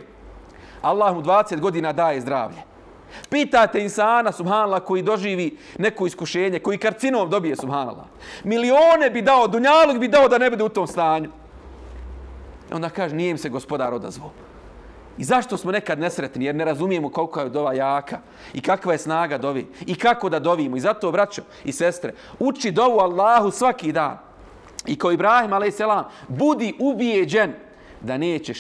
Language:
Bosnian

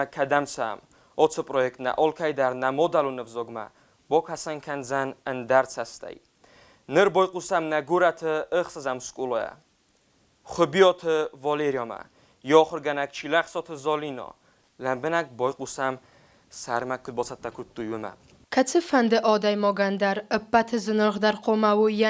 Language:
Ossetic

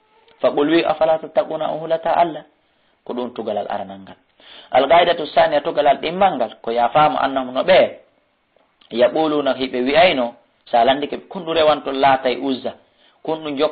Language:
Fula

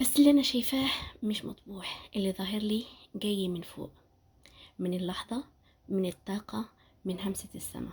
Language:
Egyptian Arabic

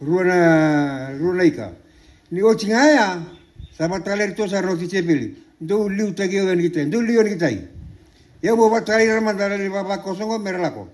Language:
Fijian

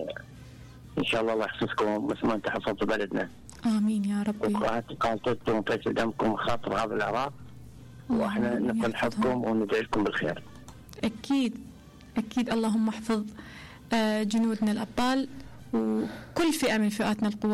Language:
Mesopotamian Arabic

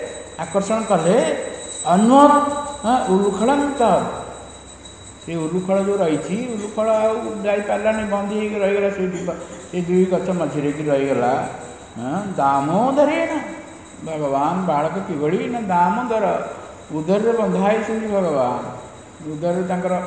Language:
Odia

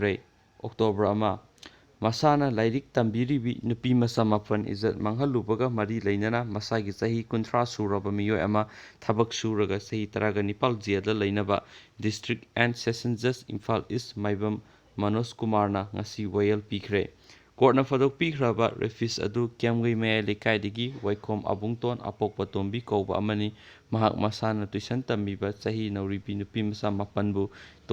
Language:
Manipuri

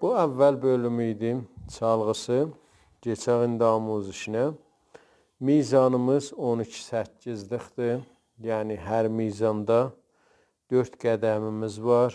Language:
South Azerbaijani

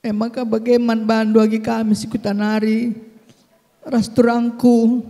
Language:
Batak Karo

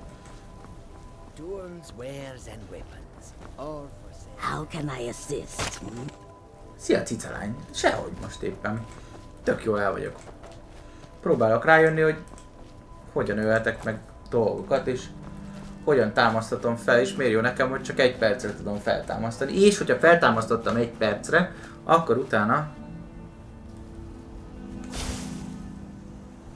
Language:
Hungarian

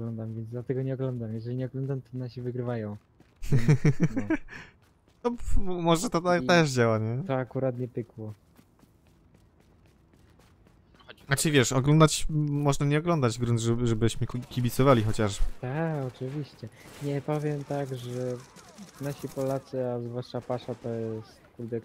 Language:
Polish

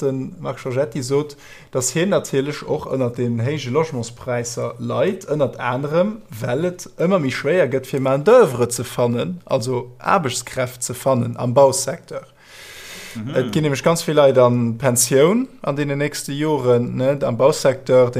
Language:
Luxembourgish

